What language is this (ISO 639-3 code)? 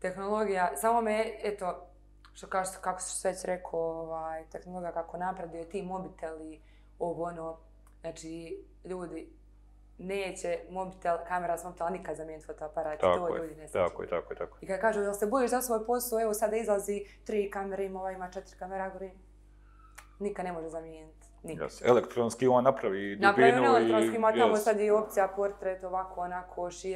bos